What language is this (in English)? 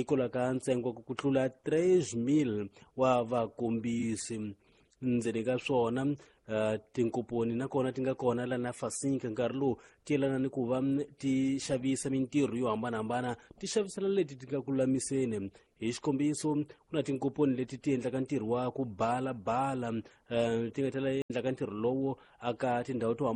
Tsonga